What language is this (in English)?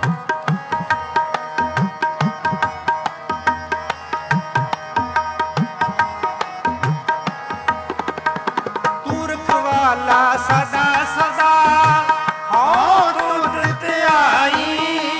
Punjabi